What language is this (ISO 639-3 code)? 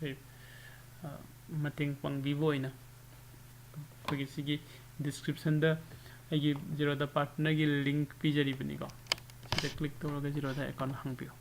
mni